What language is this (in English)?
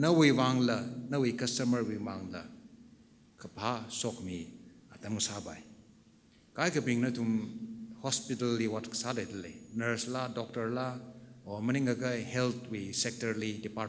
Tangkhul Naga (India)